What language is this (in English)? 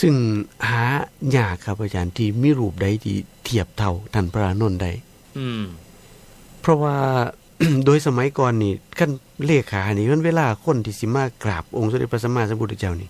Northeastern Thai